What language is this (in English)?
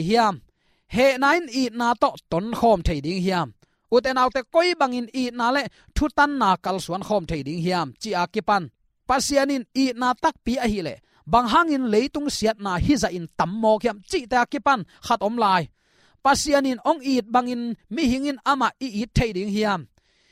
Tedim Chin